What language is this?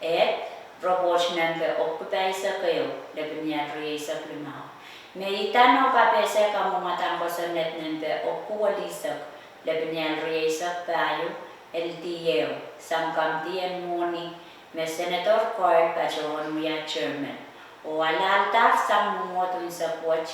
Pohnpeian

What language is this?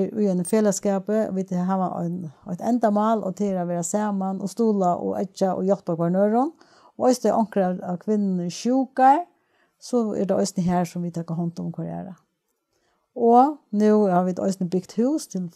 Faroese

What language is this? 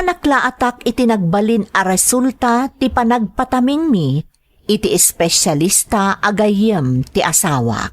Iloko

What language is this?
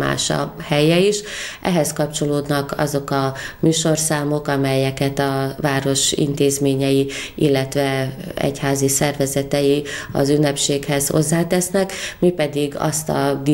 Hungarian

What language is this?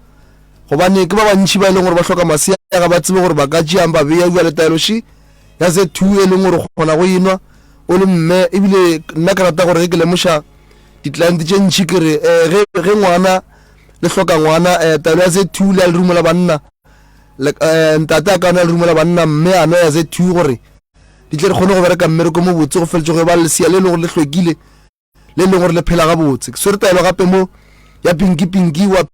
Northern Sotho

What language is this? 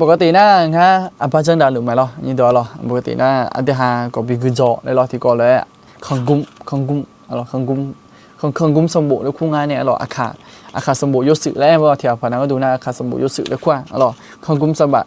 Akha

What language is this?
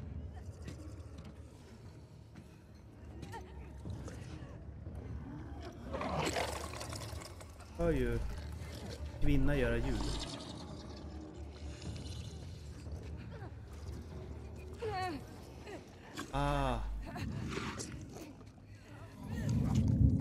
Swedish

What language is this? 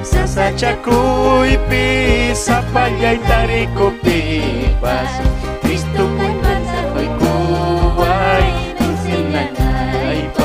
Ayacucho Quechua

